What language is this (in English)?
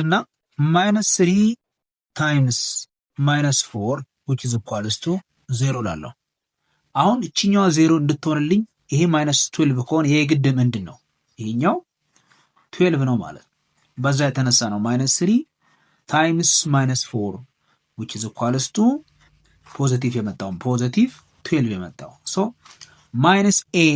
Amharic